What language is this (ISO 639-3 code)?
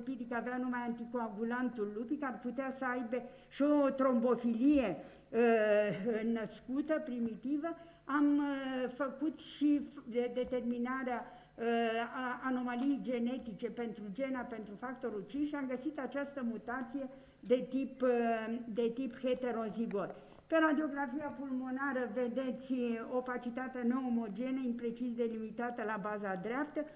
ron